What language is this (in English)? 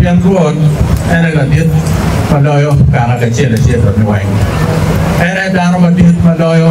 Acoli